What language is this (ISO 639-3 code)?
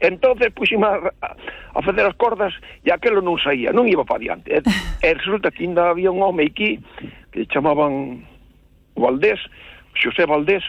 glg